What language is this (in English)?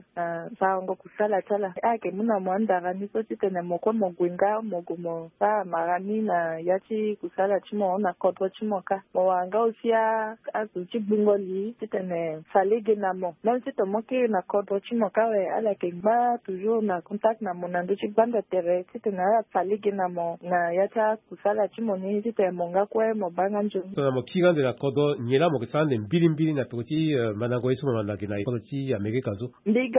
Sango